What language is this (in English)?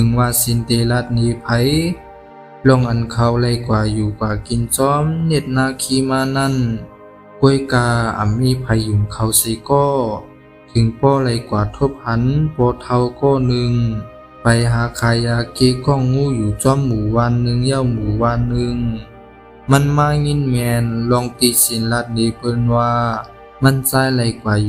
Shan